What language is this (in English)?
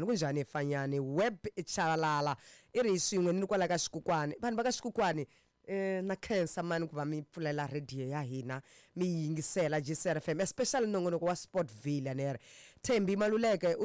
Tsonga